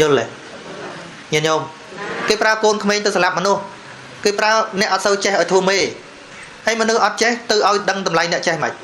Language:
Khmer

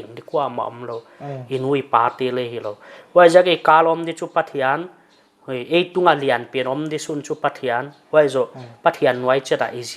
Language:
Paite Chin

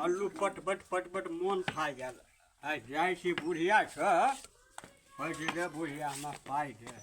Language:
Maithili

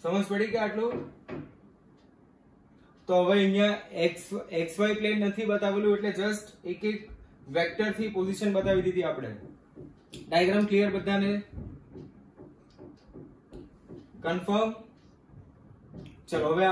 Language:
Gujarati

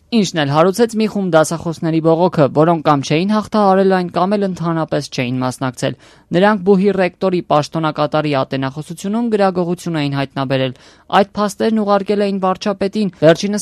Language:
Armenian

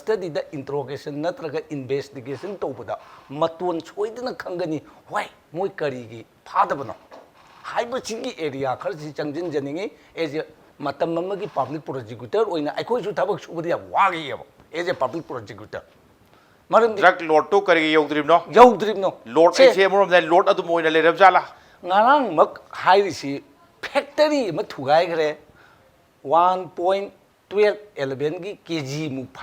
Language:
Manipuri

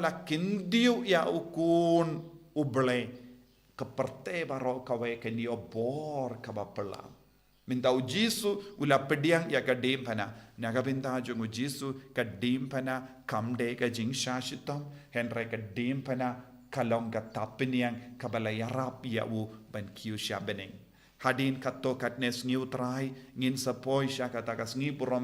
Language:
Khasi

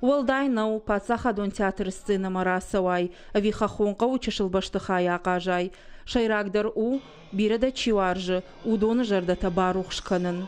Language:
Ossetic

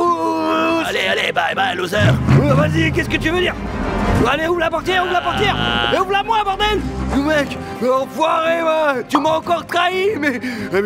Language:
French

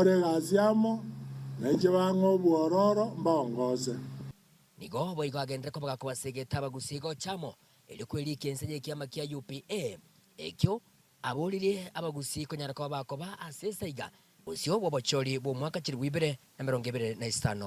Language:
Gusii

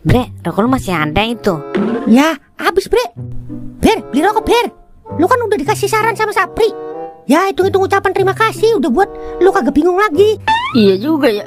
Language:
Betawi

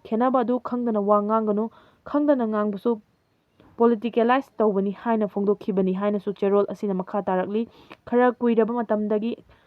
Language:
Manipuri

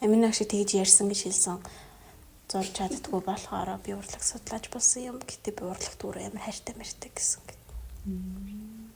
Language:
Mongolian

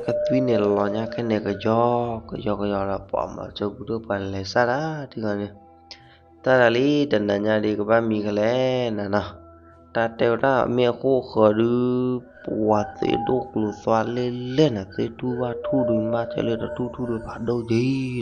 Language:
S'gaw Karen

